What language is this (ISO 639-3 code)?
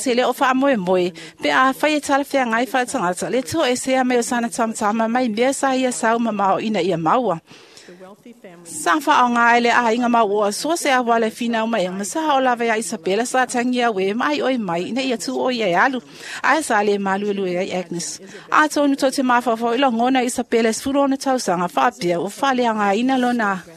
smo